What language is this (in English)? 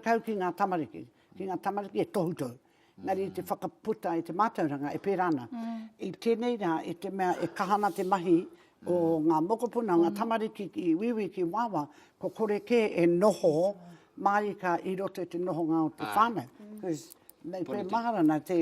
Māori